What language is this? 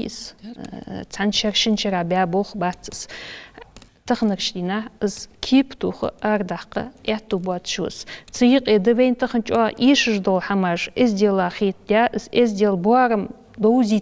Ingush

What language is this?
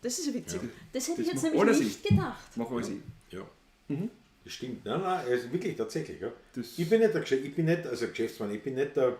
Bavarian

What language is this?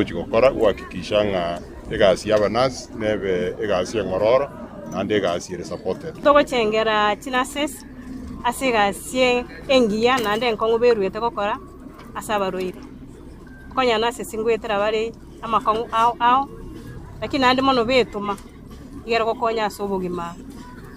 Gusii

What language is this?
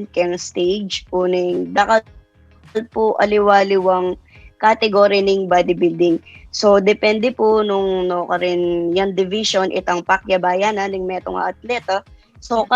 Pampanga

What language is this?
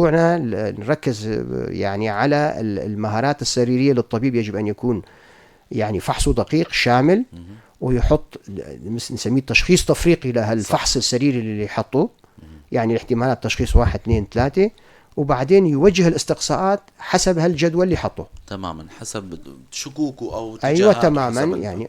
North Levantine Arabic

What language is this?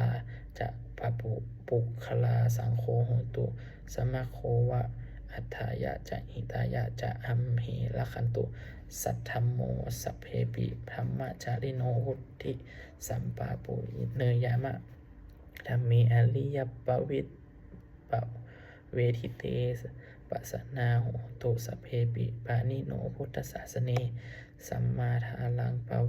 Pali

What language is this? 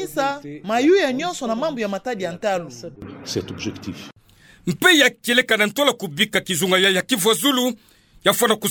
Kituba (Democratic Republic of Congo)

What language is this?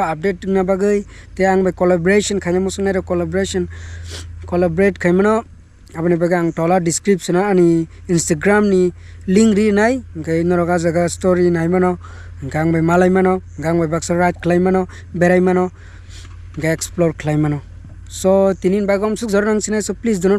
Kok Borok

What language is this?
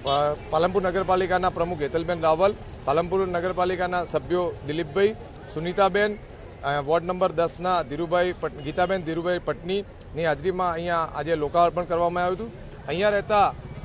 Gujarati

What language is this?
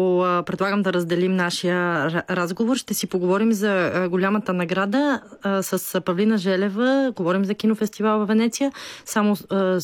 Bulgarian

